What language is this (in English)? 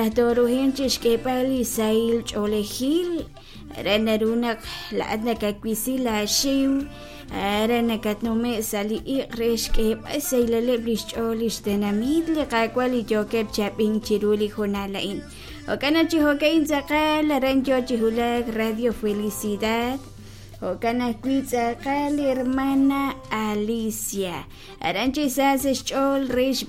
Kekchí